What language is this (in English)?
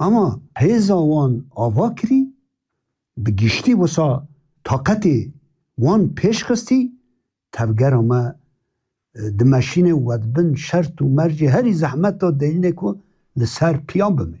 Kurdish